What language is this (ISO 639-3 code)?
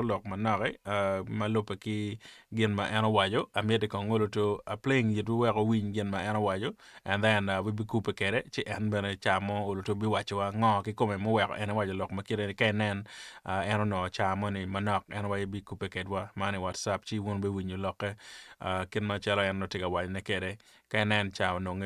ach